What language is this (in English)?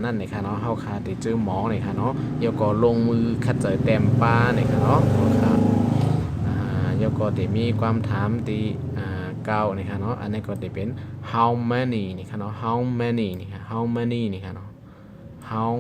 Shan